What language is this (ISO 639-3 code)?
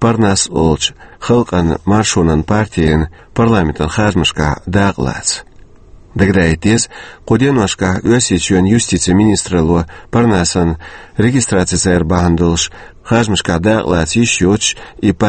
che